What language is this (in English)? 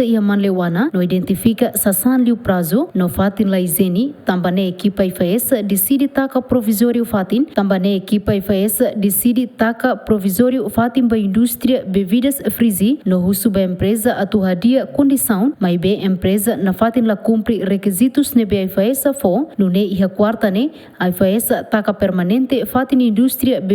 Tetum